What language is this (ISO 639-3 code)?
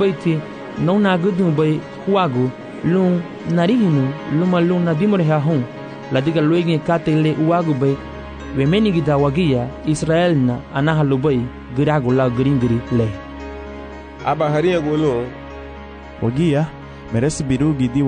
cab